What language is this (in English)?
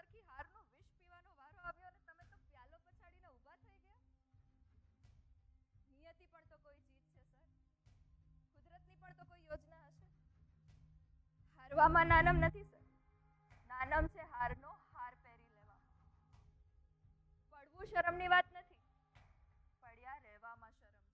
Gujarati